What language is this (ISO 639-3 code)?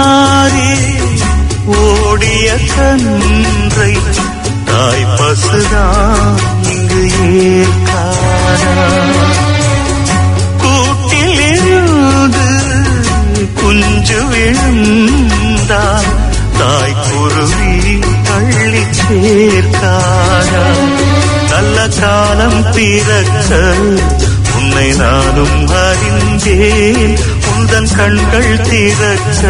tam